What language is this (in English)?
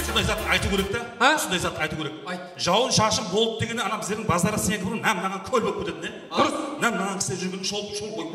Kara-Kalpak